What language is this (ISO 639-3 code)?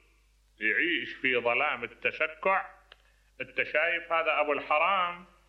acm